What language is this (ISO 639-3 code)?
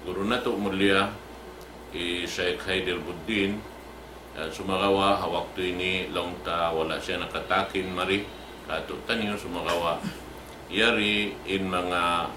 tsg